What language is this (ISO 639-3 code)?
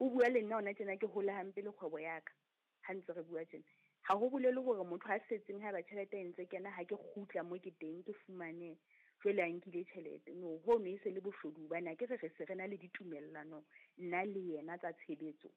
sot